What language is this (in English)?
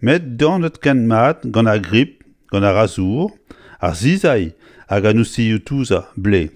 Breton